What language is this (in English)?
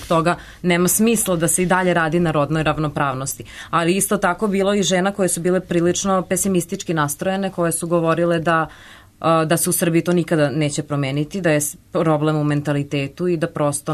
Serbian